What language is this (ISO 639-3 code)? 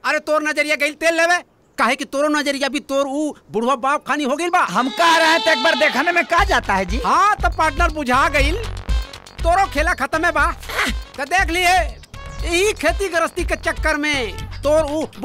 bho